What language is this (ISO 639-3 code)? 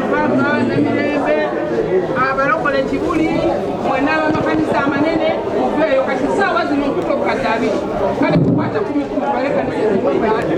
lug